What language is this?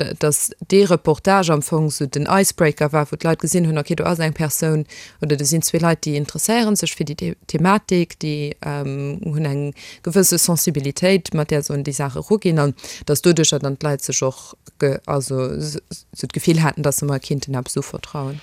Luxembourgish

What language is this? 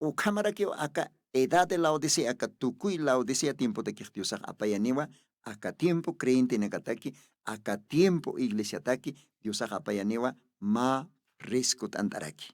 Aymara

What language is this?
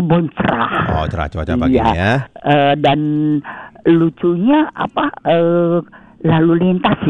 Indonesian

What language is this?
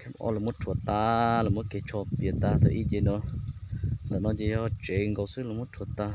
Hmong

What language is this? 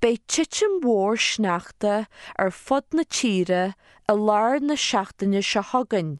Irish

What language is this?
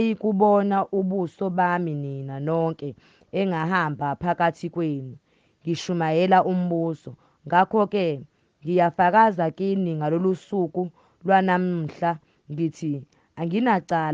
Zulu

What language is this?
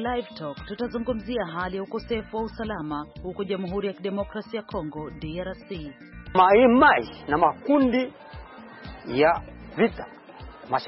Swahili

